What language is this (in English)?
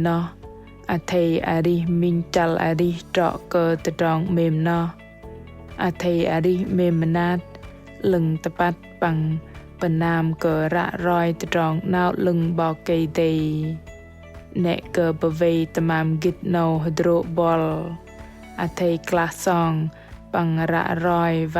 Bahnar